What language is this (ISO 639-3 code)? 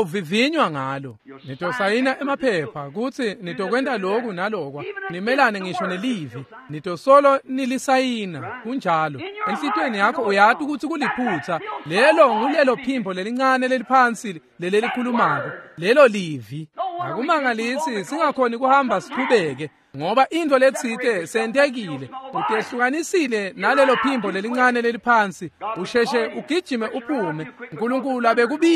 ssw